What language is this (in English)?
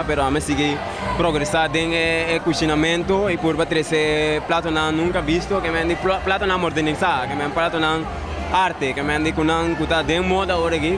Papiamento